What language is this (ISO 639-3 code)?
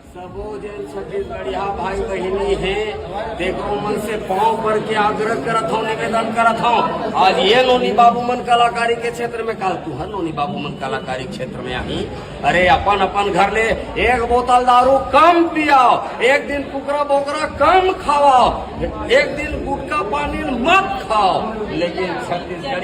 hne